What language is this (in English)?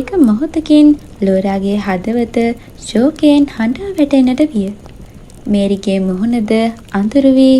Sinhala